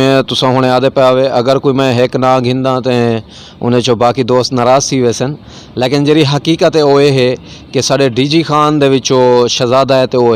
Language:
Saraiki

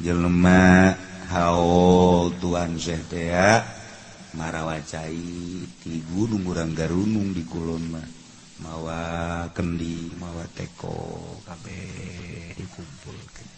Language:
Sundanese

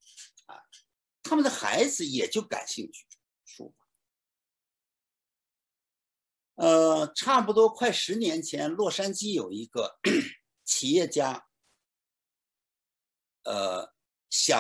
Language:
Chinese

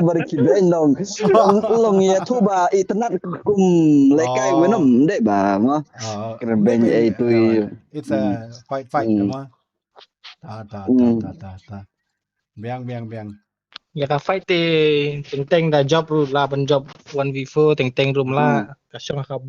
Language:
Khasi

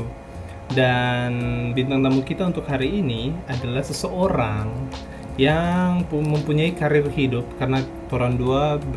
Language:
Manado Malay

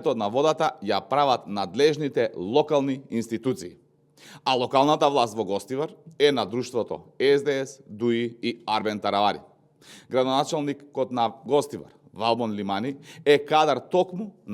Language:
Macedonian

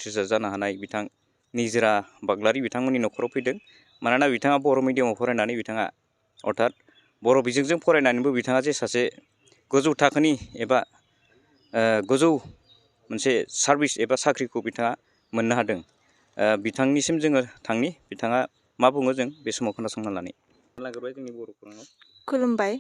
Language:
Bodo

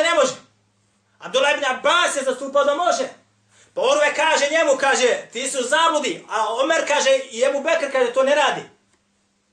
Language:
Bosnian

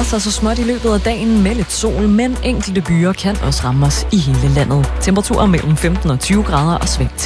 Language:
Danish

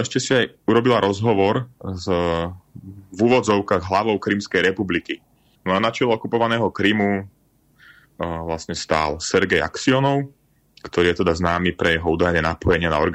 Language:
Slovak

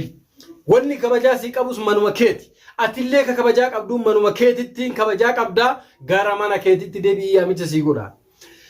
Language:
Oromo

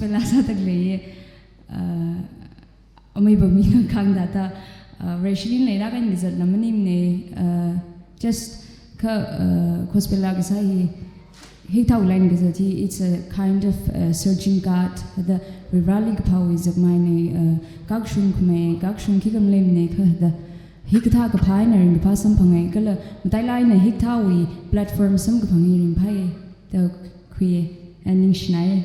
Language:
Tangkhul Naga (India)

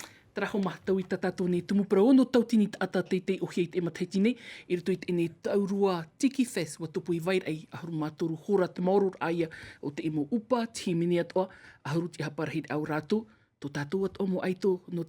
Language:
Tahitian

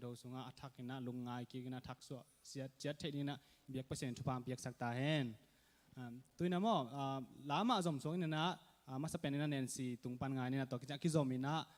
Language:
Tedim Chin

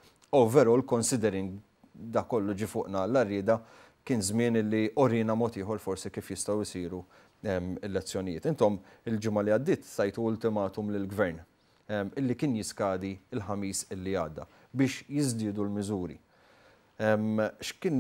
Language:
Maltese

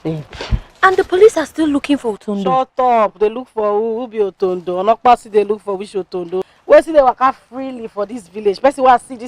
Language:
Nigerian Pidgin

